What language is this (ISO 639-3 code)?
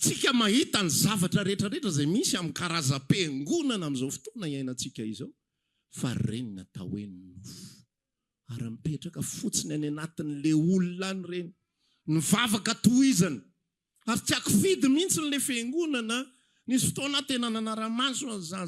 mlg